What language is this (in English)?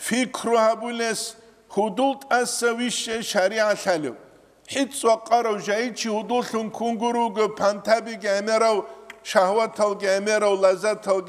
Avaric